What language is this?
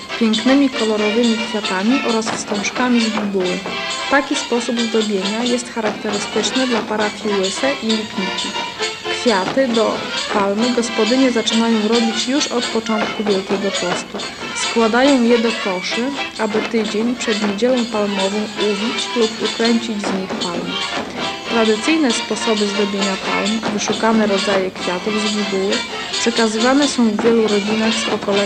Polish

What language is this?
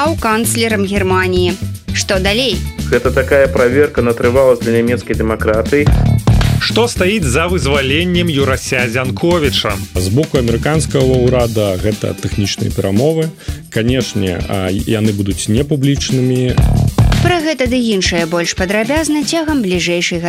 Belarusian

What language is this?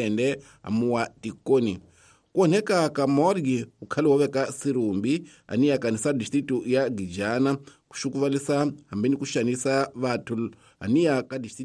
Tsonga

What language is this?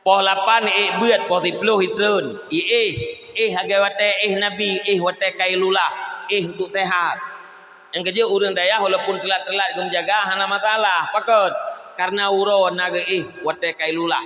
Achinese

